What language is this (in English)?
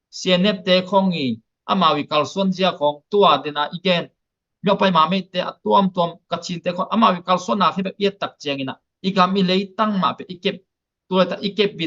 Tedim Chin